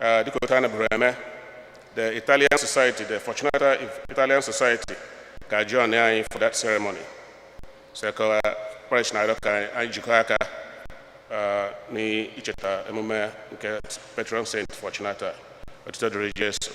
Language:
Igbo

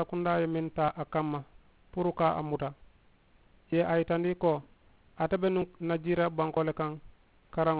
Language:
Mandingo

